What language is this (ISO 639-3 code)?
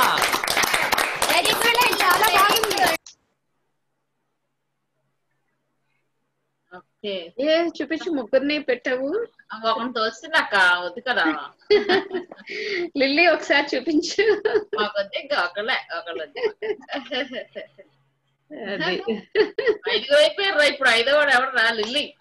tel